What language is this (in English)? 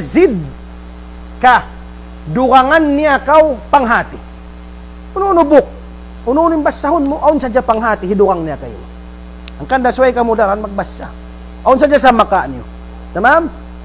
Tausug